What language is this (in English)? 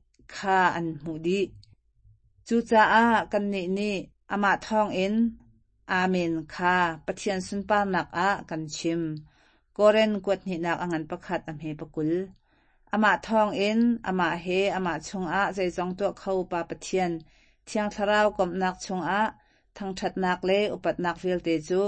Hakha Chin